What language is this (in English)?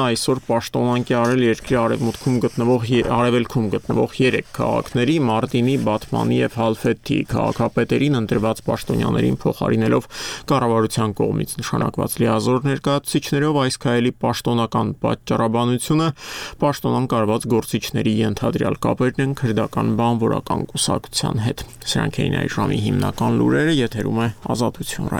Armenian